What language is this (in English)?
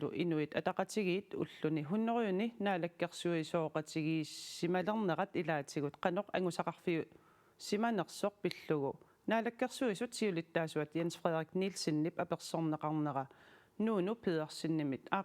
Kalaallisut